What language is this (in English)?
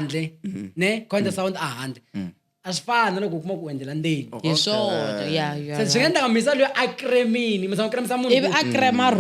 Tsonga